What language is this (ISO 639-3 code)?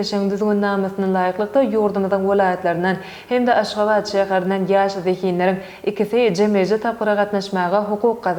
tuk